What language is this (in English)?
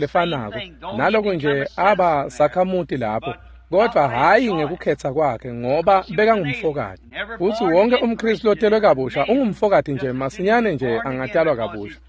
Swati